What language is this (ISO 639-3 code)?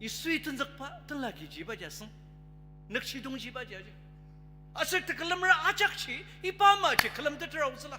njo